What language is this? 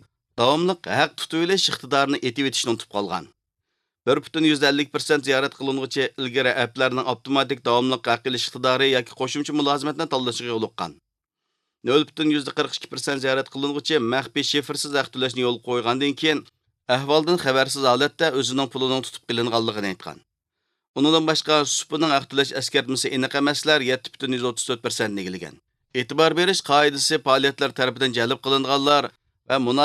Uyghur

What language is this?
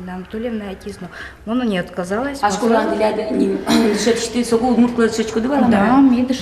Udmurt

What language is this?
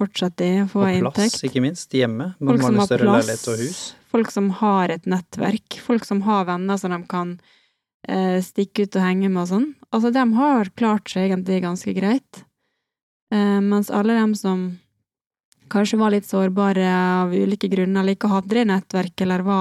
Norwegian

